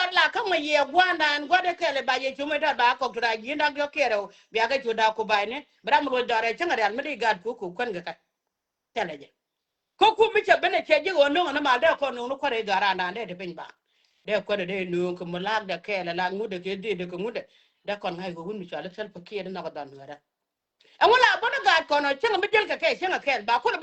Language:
Nuer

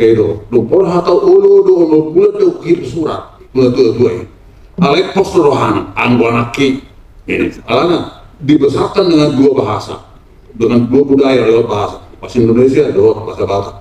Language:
Batak Toba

